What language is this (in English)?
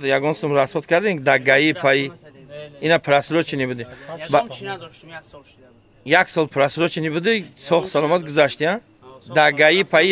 Tajik